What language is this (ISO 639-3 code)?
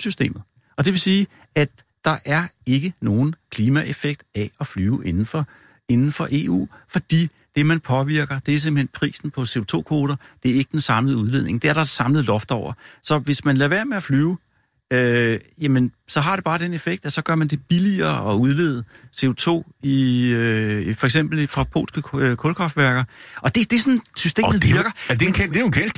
dan